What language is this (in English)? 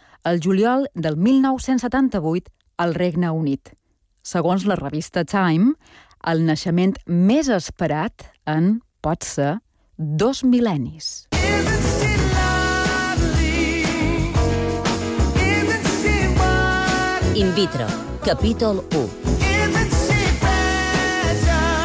Catalan